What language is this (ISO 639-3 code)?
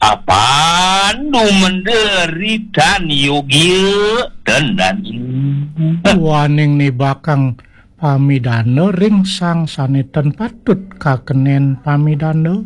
ban